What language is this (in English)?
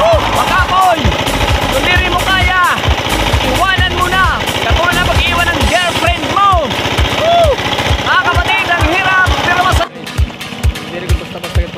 Waray